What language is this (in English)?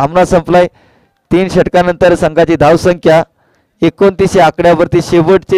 Marathi